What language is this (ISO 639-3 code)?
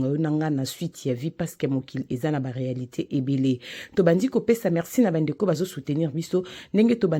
lin